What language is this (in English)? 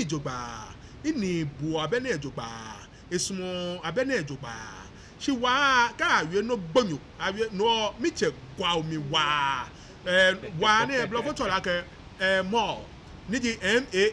Ga